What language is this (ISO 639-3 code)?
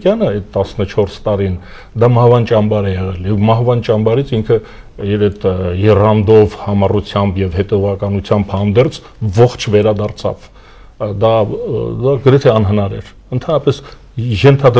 hye